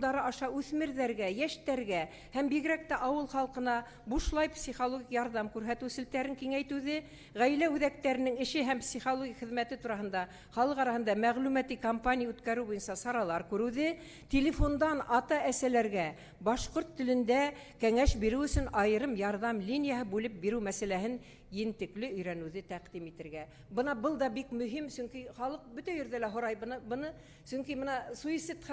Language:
Bashkir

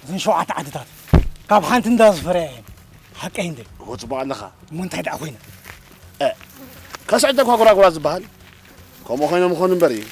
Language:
Tigrinya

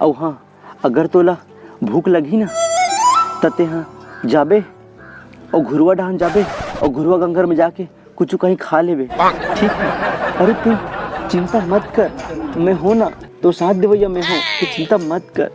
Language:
Chhattisgarhi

